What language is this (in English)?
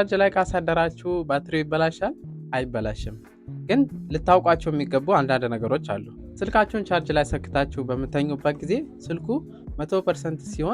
Amharic